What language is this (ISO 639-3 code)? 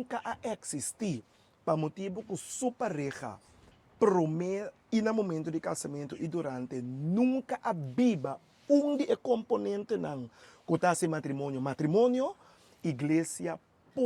pap